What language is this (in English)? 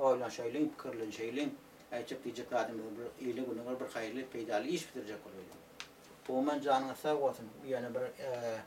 Turkmen